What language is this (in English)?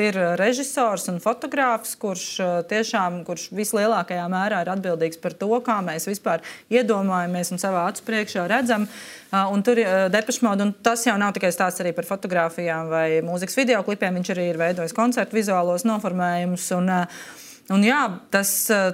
Latvian